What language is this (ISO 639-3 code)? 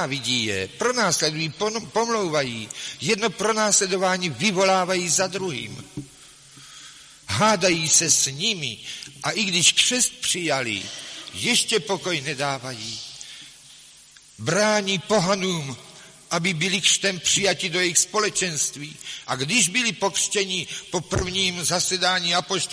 ces